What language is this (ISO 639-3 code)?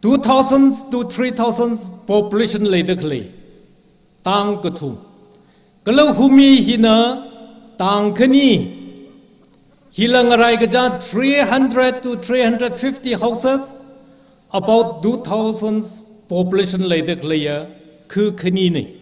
nmf